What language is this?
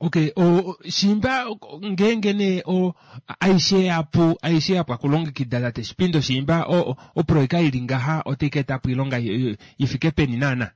Kuanyama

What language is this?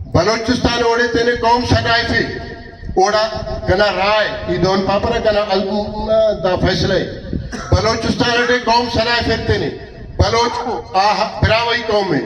Brahui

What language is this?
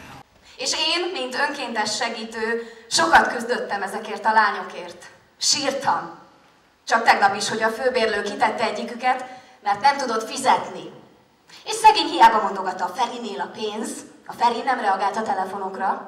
Hungarian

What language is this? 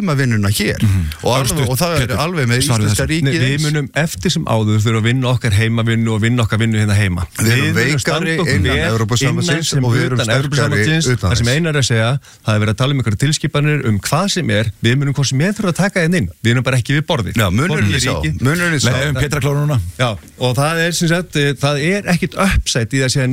Icelandic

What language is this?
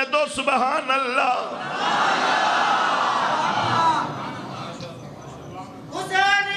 Urdu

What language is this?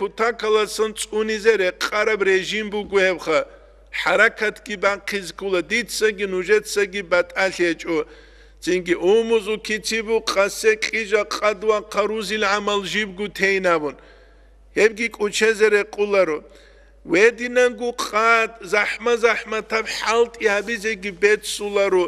Avaric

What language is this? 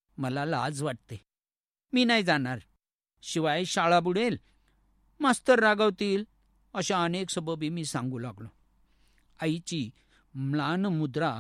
Marathi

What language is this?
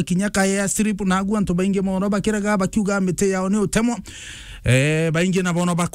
Meru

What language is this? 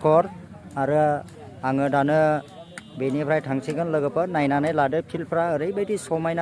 Bodo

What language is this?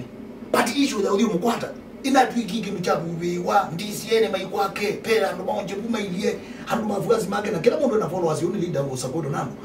Kamba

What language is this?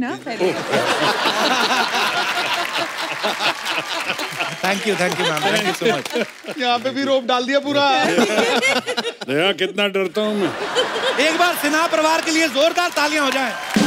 Hindi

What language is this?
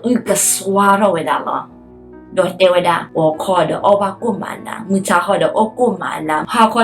S'gaw Karen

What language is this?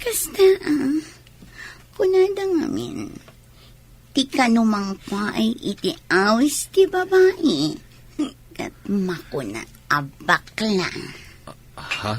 Iloko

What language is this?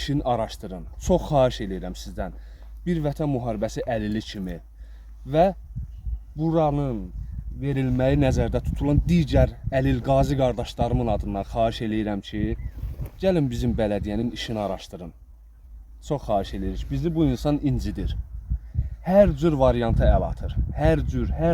Azerbaijani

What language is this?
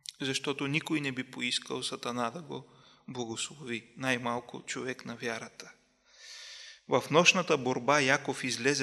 Bulgarian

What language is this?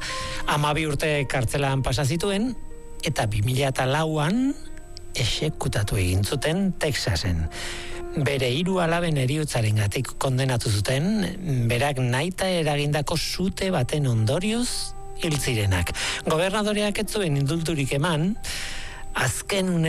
Basque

